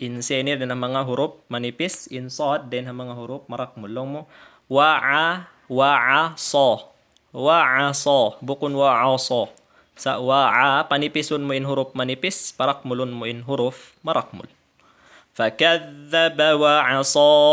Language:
Tausug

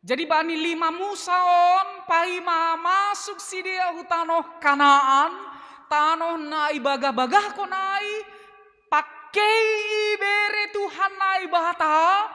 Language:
Batak Simalungun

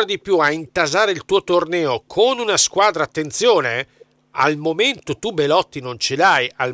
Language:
Italian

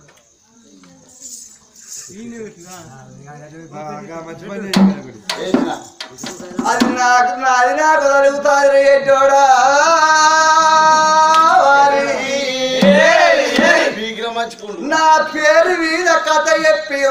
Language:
Telugu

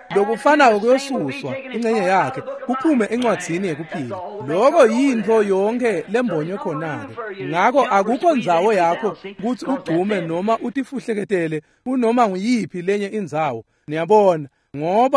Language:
Swati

